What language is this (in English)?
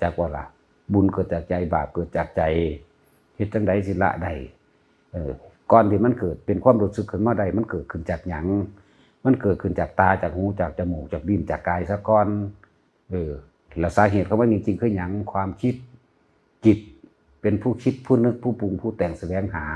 Northeastern Thai